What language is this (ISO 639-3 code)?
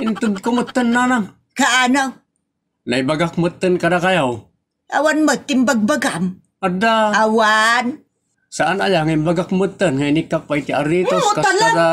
ilo